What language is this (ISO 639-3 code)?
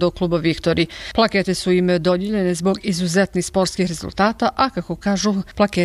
bos